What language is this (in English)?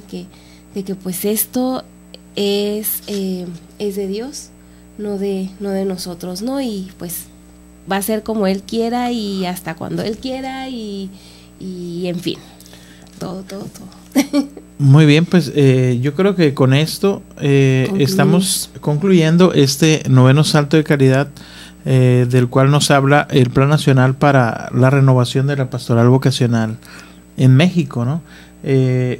Spanish